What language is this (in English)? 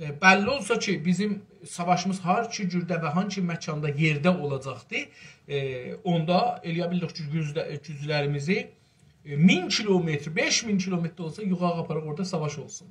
South Azerbaijani